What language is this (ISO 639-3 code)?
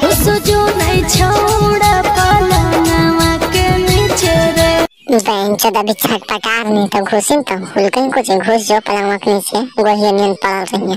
mag